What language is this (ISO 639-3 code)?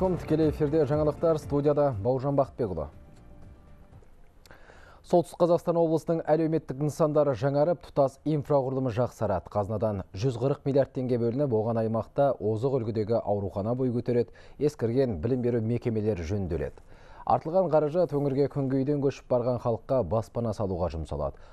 kaz